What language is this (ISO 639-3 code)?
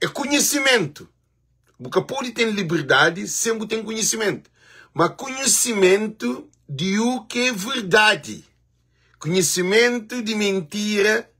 kea